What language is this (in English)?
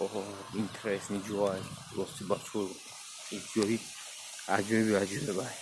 Tajik